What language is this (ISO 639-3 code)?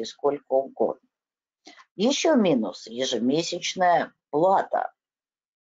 rus